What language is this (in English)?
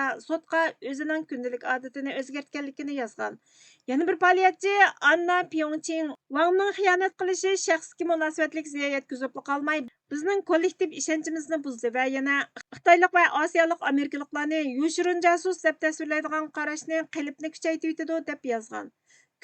Uyghur